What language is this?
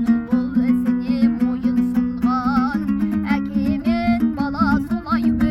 Kazakh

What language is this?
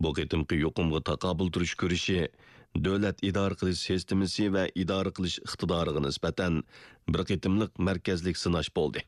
Uyghur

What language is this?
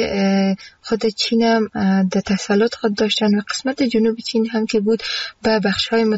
Persian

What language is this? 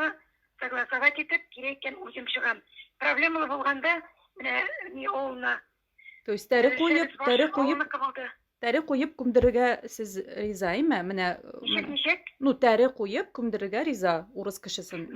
Tatar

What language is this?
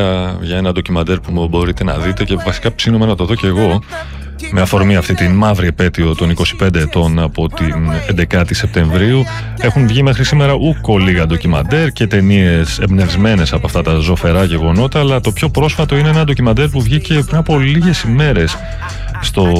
Greek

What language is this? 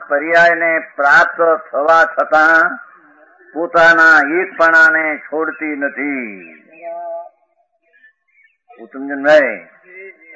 Gujarati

